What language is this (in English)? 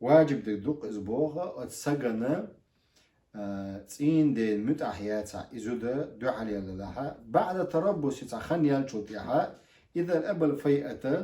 Chechen